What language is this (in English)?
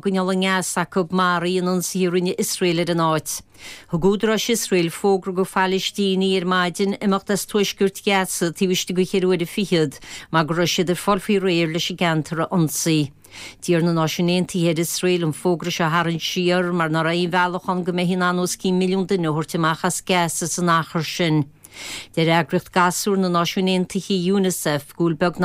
Irish